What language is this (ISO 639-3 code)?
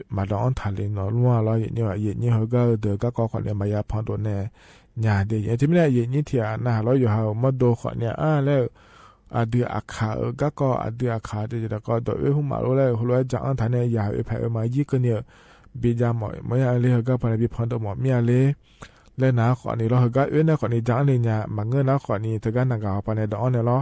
ahk